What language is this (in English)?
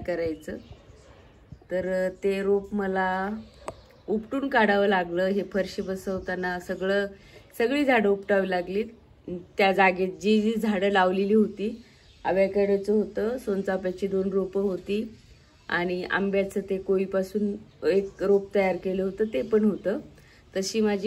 Marathi